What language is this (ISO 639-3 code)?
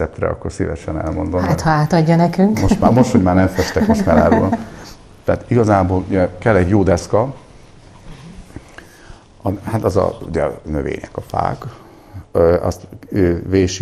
hun